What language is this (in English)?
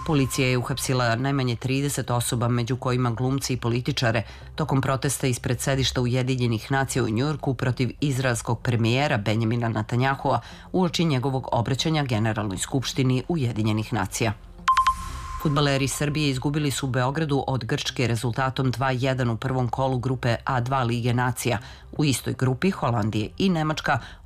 Serbian